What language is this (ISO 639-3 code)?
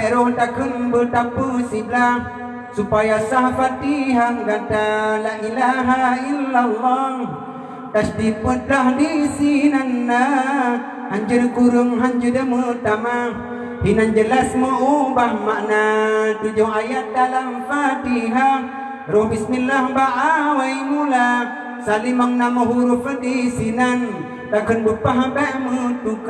ace